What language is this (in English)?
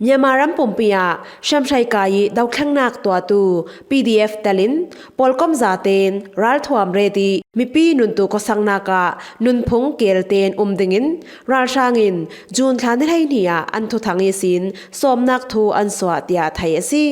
Falam Chin